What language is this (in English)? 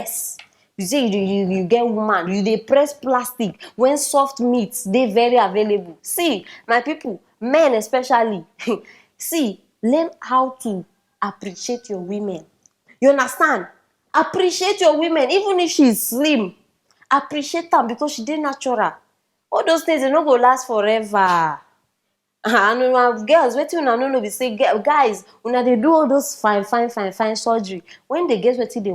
Nigerian Pidgin